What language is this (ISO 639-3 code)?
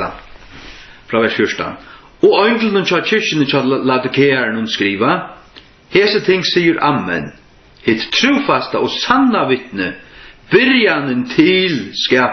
fao